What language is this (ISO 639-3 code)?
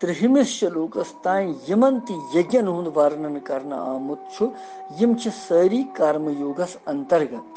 kas